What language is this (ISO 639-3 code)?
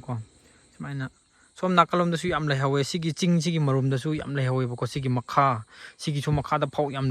mni